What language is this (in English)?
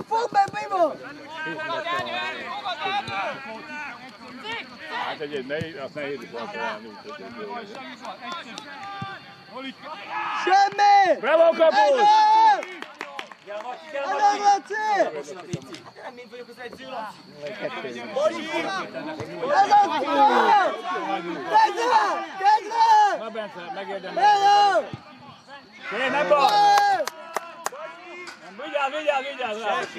Hungarian